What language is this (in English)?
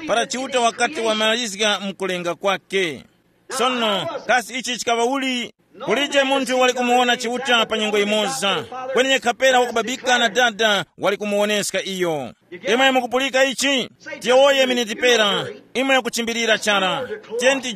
Tumbuka